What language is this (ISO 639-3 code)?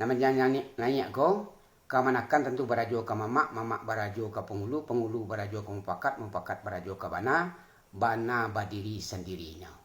min